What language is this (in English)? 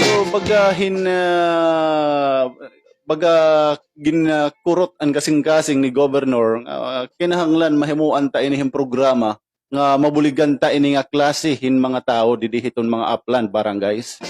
Waray